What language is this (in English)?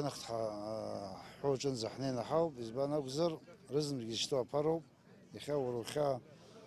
Abkhazian